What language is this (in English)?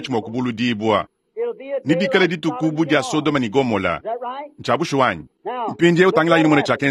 Luba-Lulua